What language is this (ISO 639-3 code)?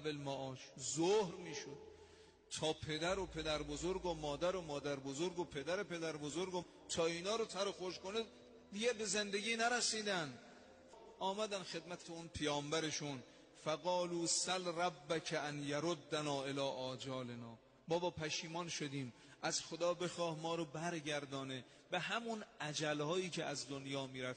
fas